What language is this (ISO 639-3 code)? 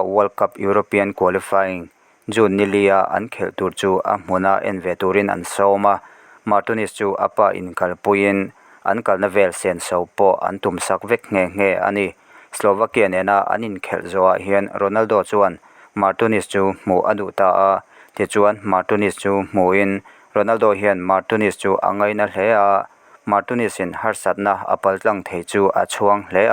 lus